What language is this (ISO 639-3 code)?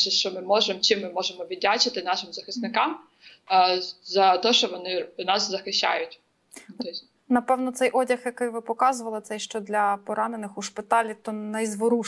ukr